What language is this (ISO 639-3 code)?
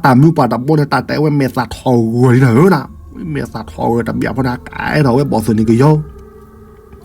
ksw